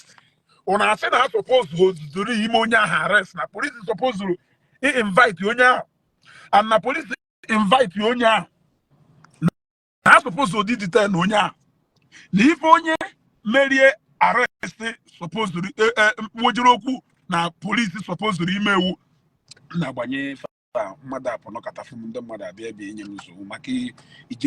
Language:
Igbo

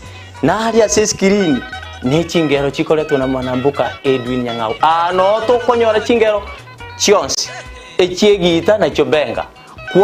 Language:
Gusii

